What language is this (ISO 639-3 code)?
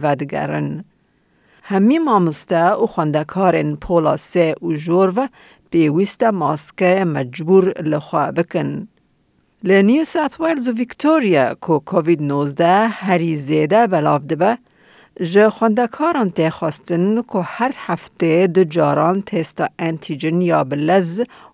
kur